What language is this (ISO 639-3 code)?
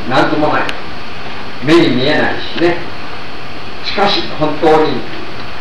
jpn